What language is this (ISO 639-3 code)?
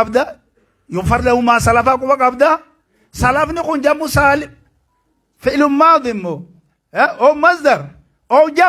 orm